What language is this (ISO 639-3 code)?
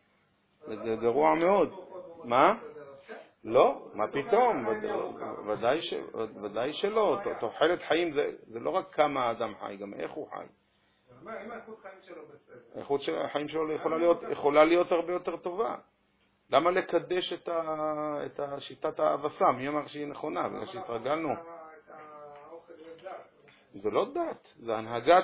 heb